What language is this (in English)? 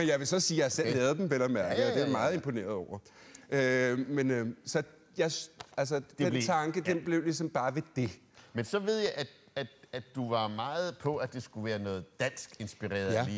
Danish